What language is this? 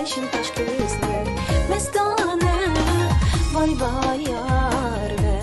Uyghur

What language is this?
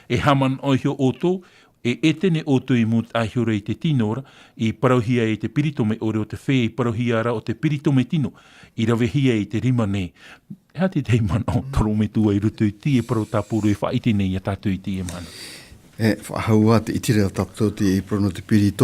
Tahitian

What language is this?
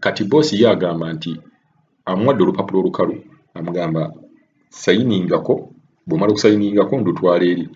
Ganda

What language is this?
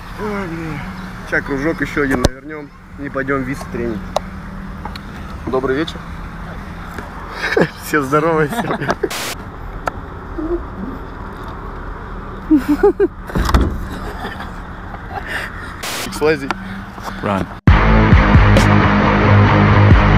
Russian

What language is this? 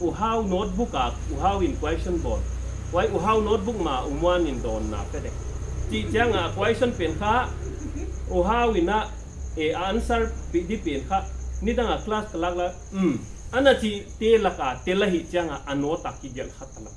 Paite Chin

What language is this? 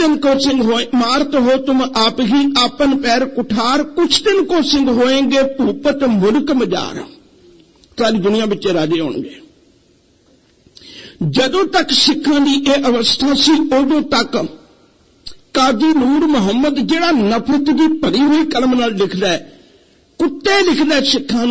Punjabi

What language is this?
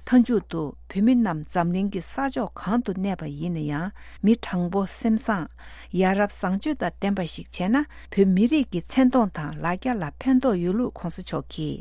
Tibetan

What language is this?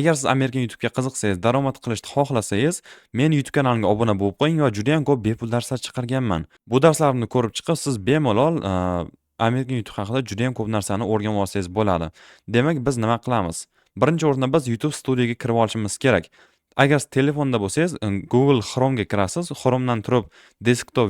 Uzbek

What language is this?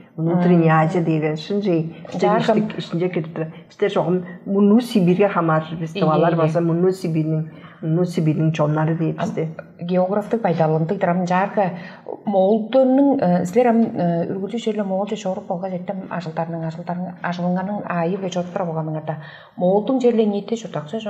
Tuvinian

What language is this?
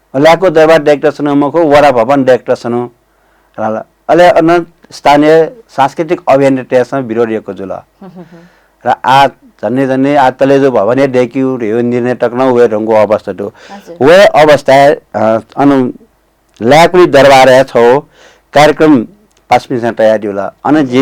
Newari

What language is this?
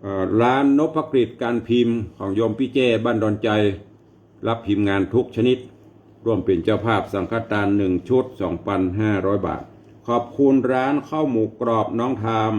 Northern Thai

